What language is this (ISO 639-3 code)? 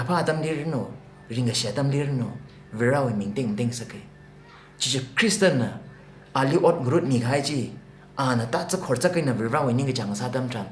nmf